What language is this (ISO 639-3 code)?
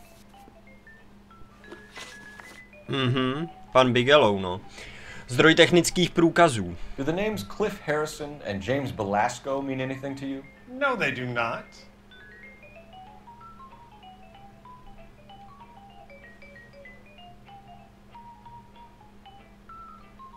ces